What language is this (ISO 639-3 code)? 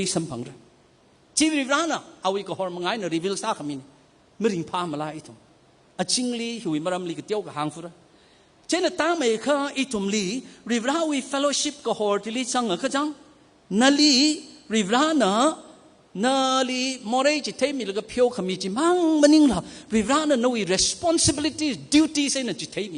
nmf